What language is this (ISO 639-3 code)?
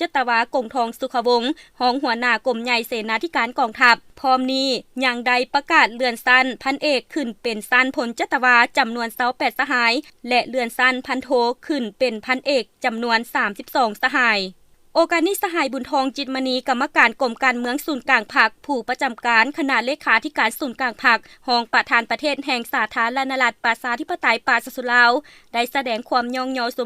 lao